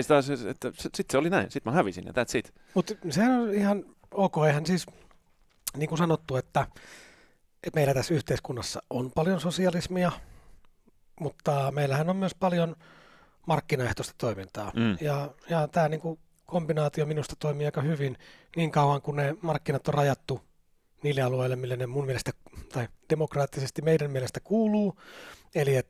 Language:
Finnish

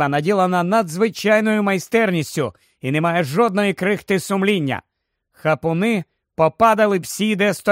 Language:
Ukrainian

